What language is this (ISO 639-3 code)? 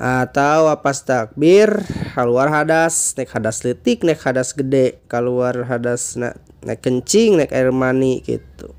sun